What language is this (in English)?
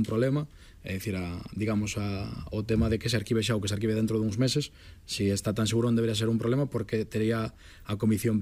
Galician